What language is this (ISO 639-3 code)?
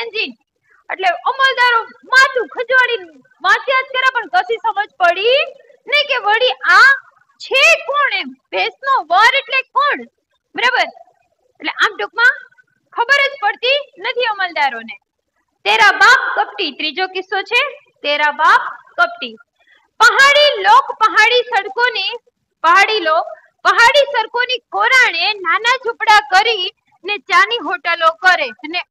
guj